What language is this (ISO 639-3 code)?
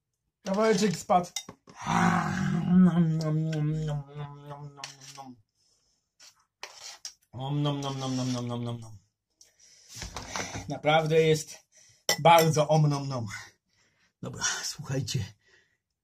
pol